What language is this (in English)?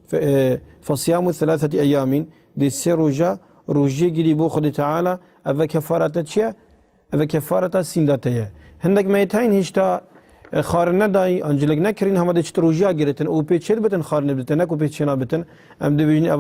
Kurdish